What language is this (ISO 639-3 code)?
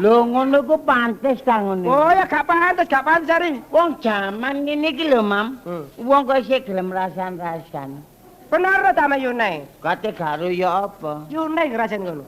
jav